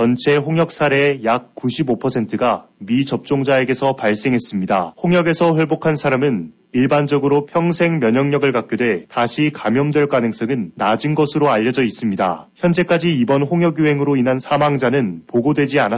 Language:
Korean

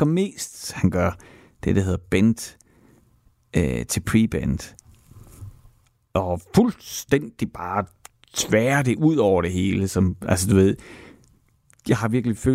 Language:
Danish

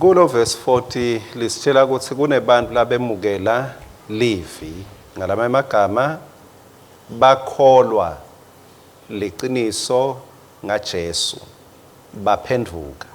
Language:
Swati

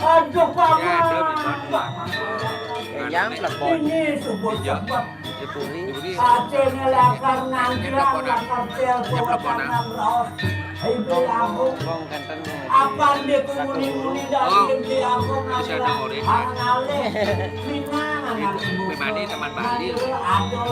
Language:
Balinese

